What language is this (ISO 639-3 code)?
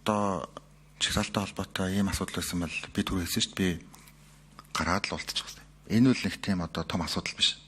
mon